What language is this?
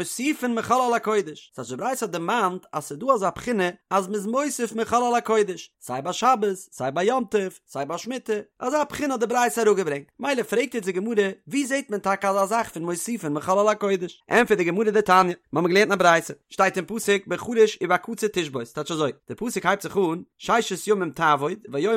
Yiddish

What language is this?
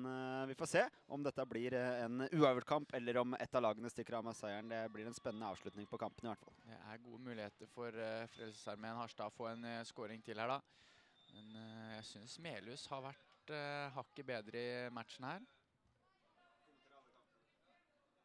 Norwegian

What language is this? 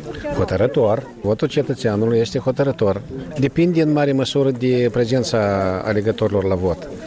Romanian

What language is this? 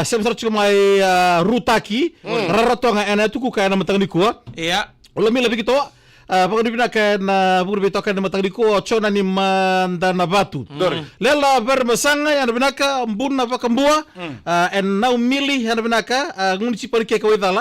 Fijian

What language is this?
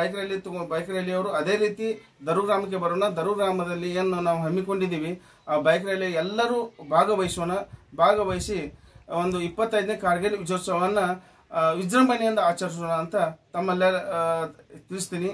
Kannada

